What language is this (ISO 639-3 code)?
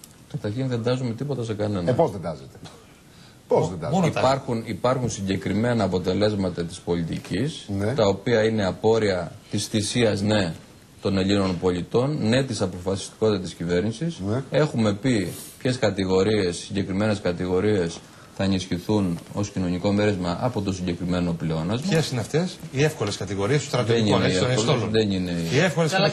ell